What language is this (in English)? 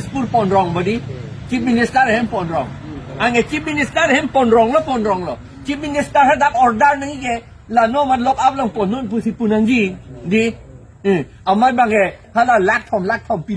Karbi